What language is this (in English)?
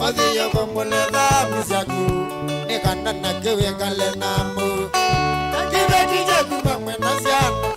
Kamba